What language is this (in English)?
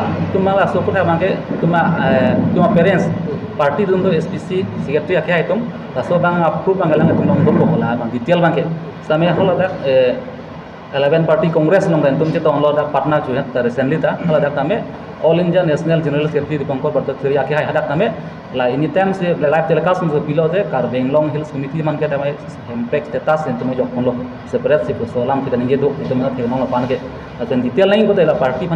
Karbi